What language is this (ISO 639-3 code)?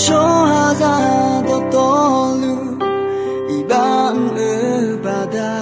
ahk